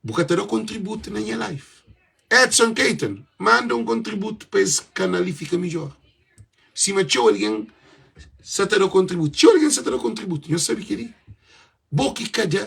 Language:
Kabuverdianu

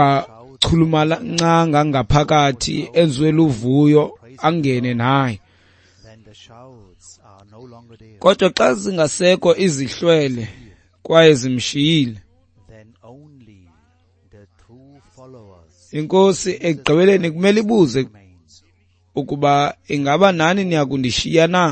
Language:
Xhosa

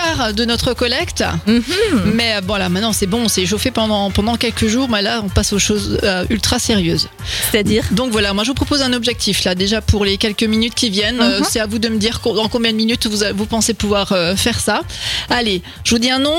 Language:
French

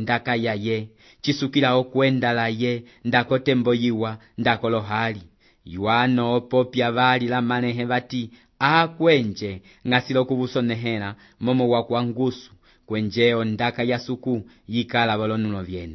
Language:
Umbundu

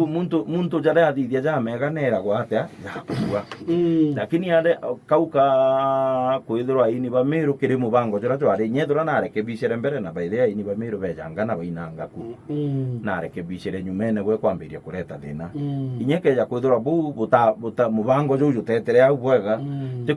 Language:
Meru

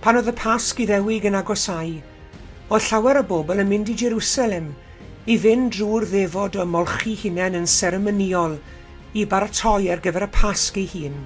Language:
Welsh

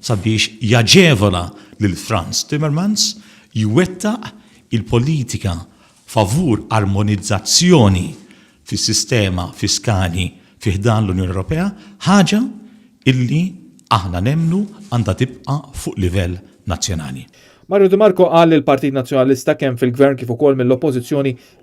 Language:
Maltese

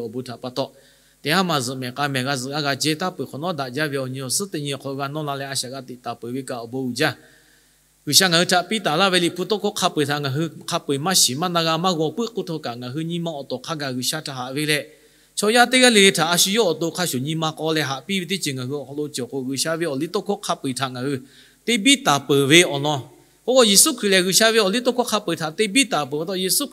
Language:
Lahu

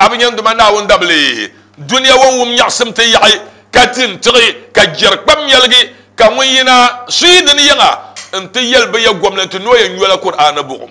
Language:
Dagbani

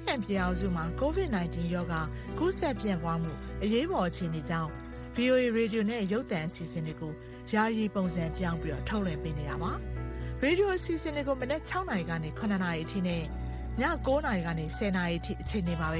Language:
Burmese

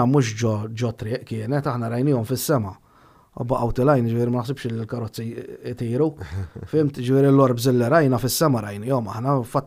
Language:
Maltese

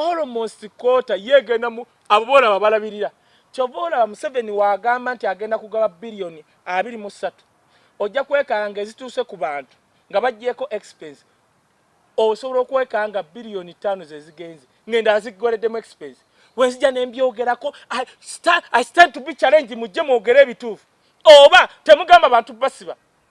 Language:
Ganda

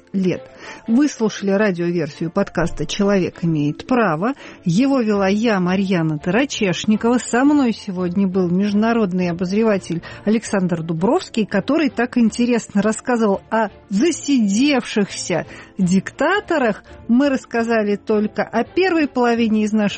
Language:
Russian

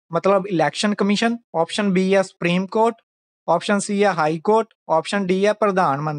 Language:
Punjabi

